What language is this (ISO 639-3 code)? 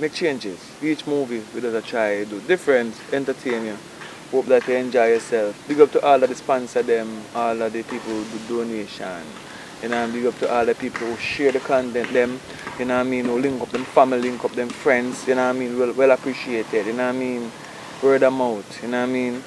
jam